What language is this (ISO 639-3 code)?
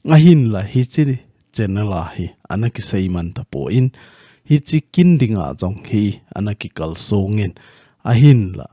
tcz